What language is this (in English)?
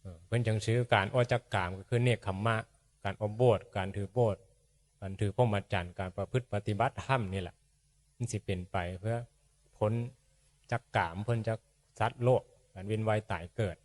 Northeastern Thai